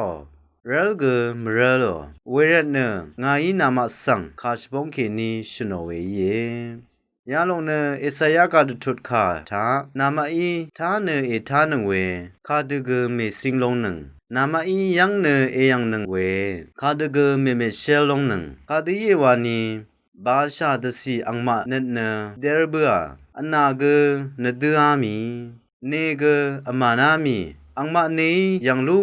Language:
Rawang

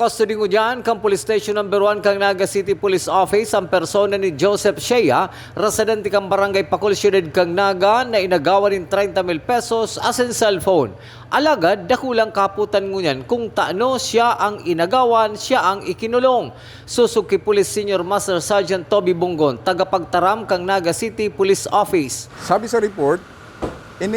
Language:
Bikol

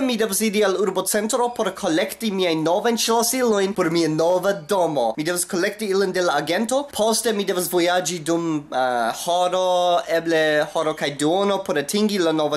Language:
Esperanto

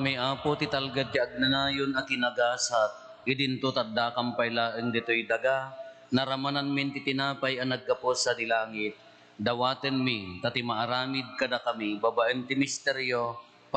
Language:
Iloko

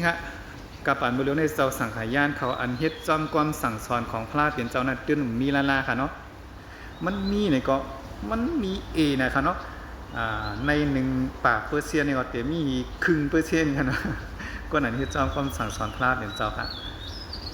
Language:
Shan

